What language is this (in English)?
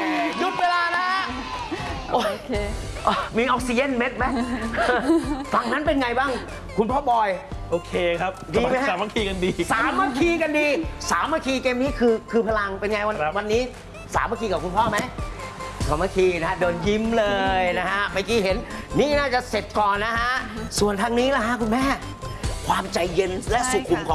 Thai